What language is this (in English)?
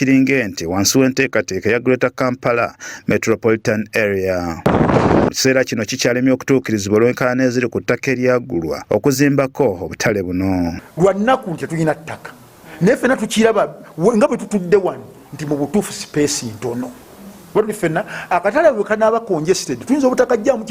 Ganda